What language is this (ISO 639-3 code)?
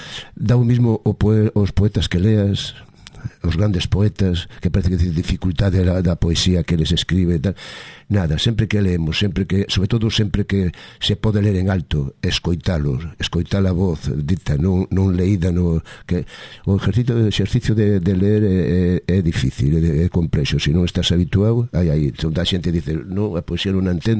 glg